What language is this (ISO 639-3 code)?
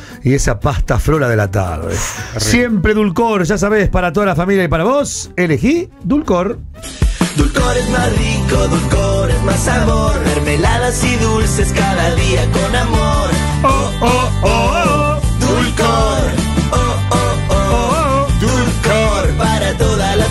spa